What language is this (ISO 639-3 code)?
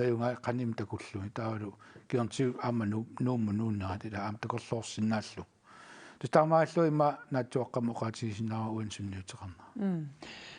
kal